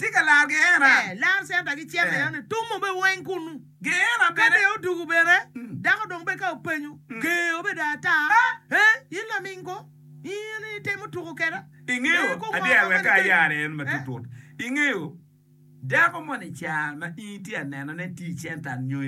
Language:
Acoli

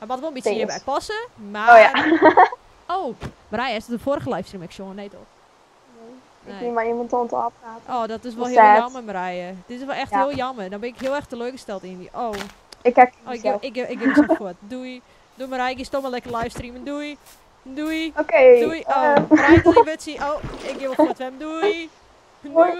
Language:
Western Frisian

